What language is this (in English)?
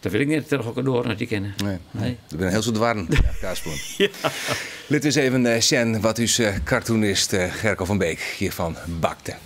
Western Frisian